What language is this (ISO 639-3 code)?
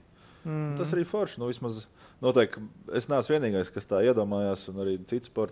lav